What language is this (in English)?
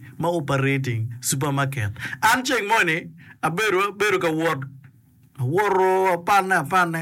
Acoli